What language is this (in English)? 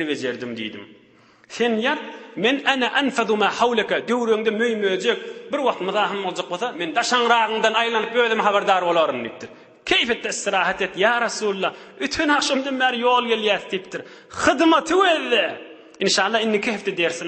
Turkmen